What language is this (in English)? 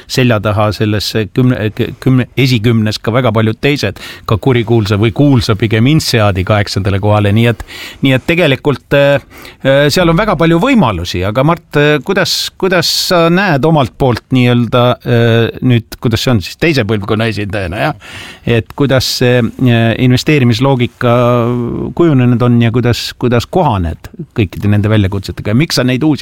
Estonian